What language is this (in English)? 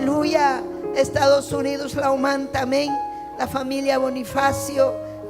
Ayacucho Quechua